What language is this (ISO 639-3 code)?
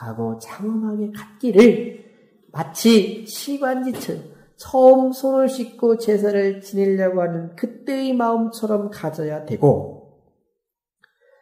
kor